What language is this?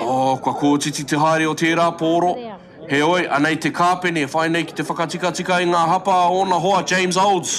Māori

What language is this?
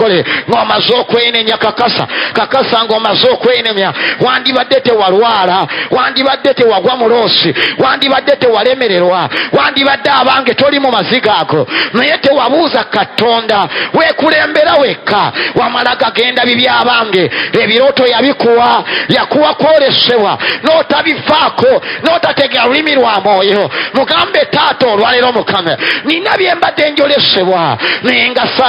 Ganda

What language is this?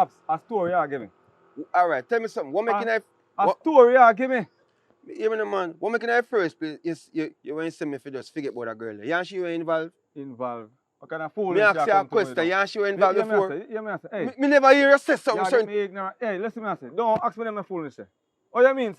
Jamaican Creole English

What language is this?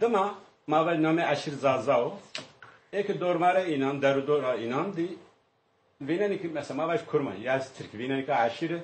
Zaza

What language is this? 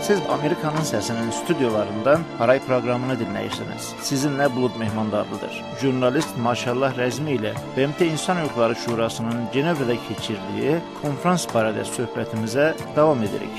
South Azerbaijani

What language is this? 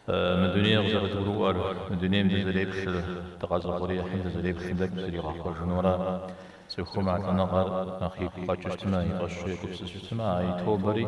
Kabardian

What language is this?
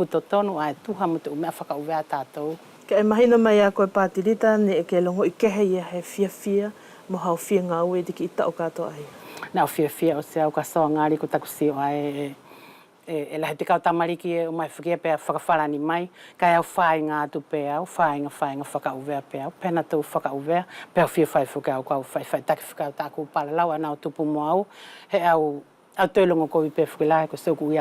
Wallisian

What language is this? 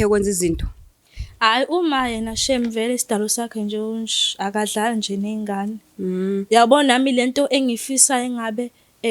Zulu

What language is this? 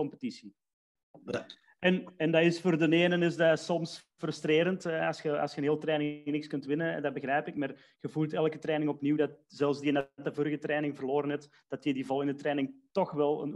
Dutch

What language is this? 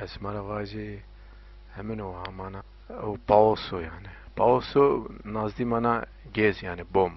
Zaza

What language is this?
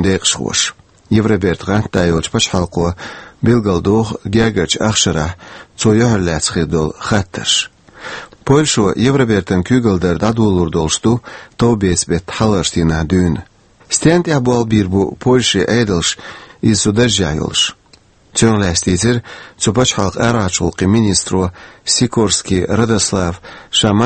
Chechen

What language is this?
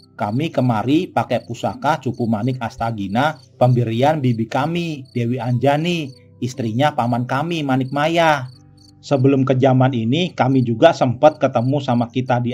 Betawi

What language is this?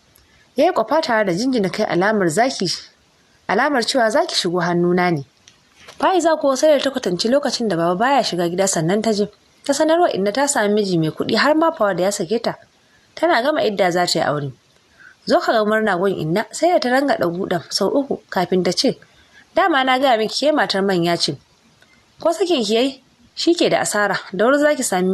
Hausa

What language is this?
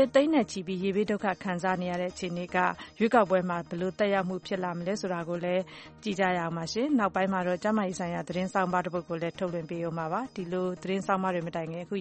Burmese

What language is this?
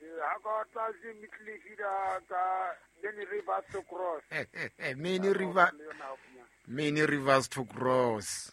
Southern Sotho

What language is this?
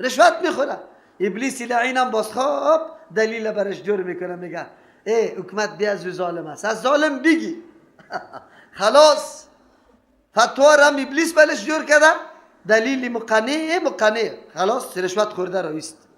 Persian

